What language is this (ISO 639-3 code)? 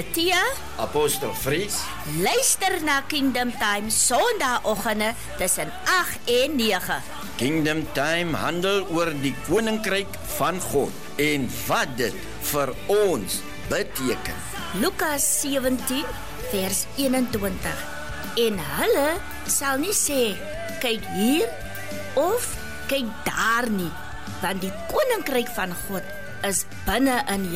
afr